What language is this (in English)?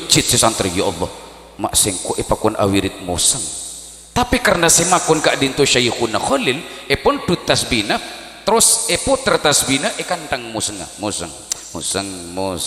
Madurese